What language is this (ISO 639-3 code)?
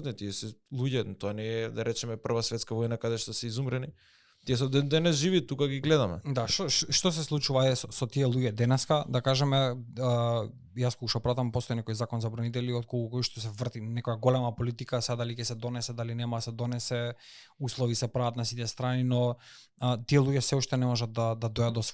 mkd